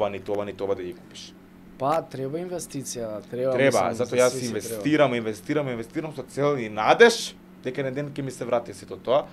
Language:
Macedonian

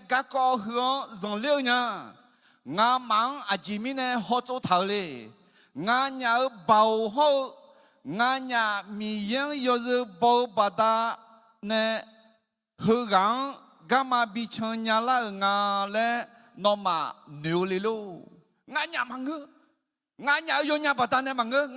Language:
Akha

